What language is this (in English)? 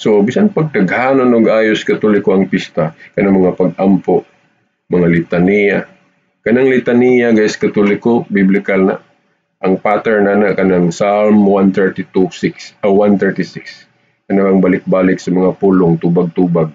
Cebuano